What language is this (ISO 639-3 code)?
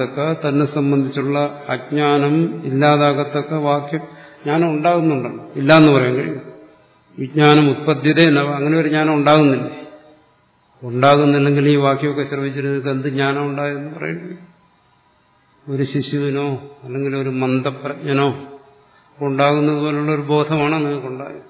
mal